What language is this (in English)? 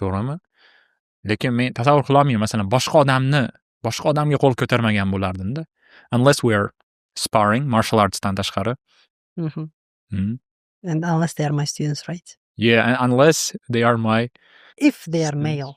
Uzbek